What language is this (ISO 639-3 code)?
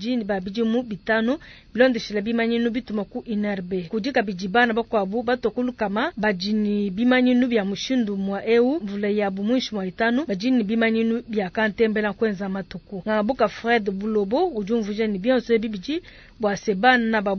lua